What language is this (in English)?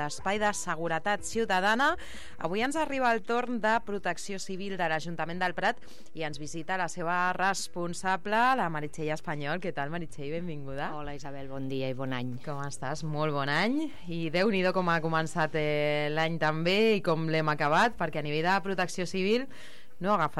Catalan